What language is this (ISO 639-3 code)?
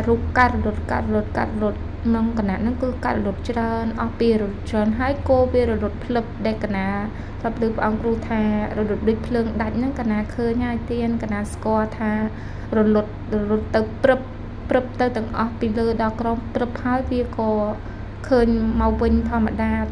khm